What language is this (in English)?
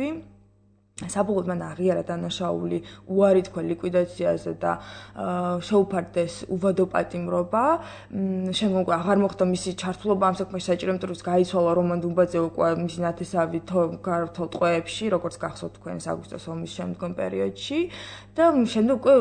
Georgian